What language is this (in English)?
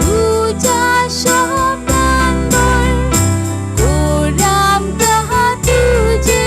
Konkani